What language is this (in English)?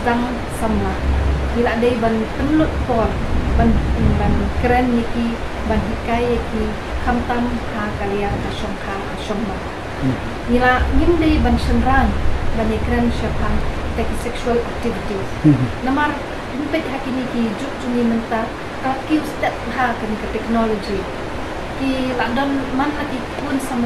Khasi